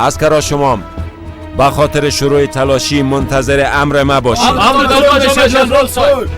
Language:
Persian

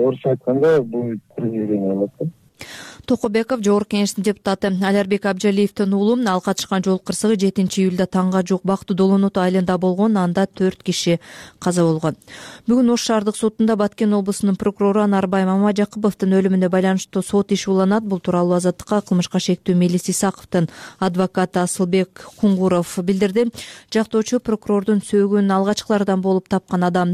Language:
Kyrgyz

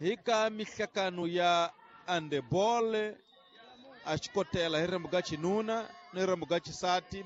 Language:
Tsonga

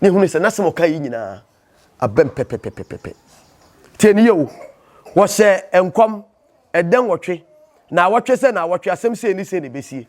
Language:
Akan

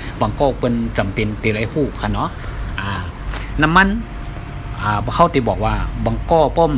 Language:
Shan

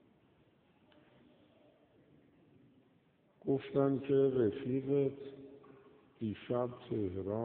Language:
Persian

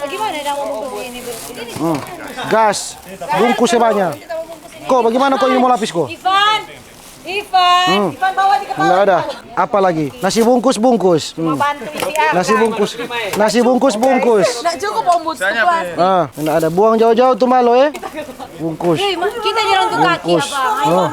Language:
Manado Malay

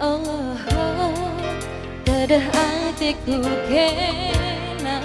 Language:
Batak Karo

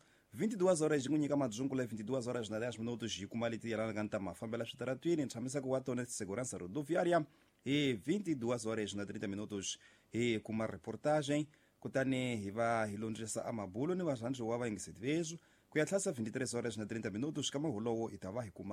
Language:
Tsonga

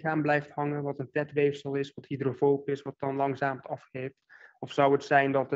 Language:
Dutch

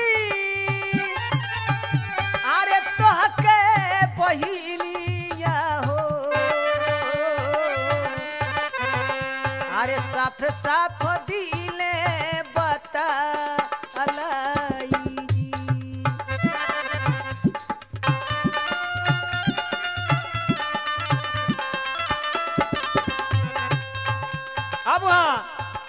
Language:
Bhojpuri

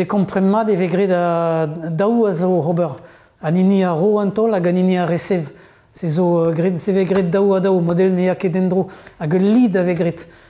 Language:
Breton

